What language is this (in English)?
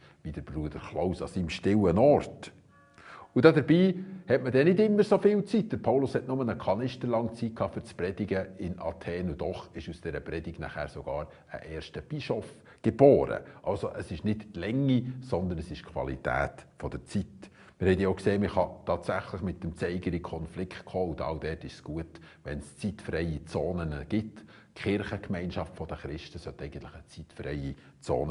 Swiss German